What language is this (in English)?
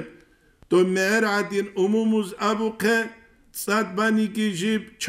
Avaric